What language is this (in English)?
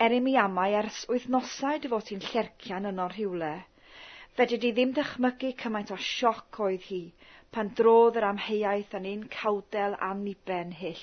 Welsh